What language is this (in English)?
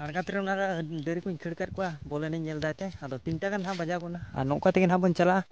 Santali